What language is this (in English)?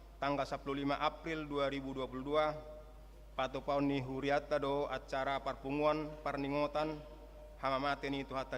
Batak Toba